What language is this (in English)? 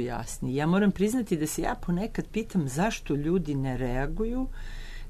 Serbian